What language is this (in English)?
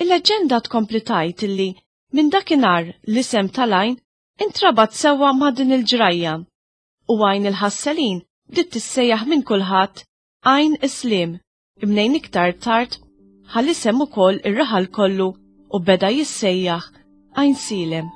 Maltese